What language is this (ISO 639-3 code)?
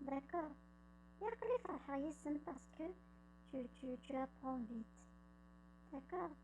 kab